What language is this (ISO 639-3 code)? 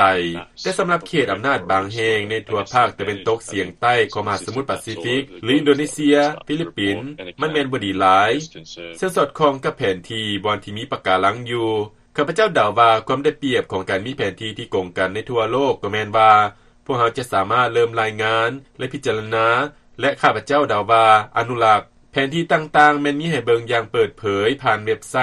lao